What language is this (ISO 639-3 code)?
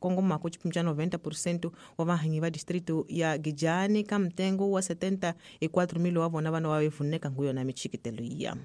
tso